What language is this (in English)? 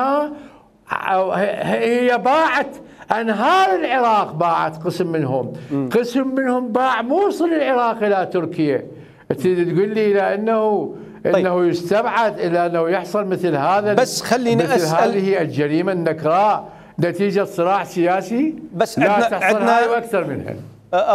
Mesopotamian Arabic